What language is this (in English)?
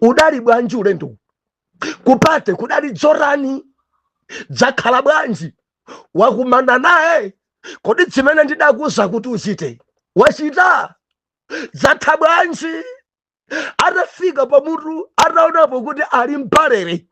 Nyanja